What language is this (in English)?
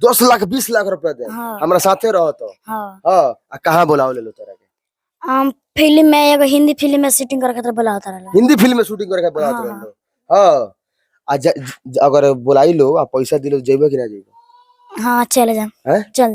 Bhojpuri